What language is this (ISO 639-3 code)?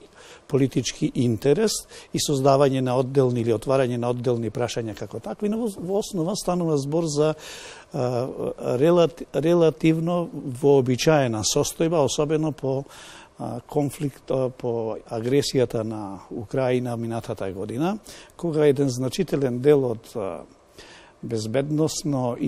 mkd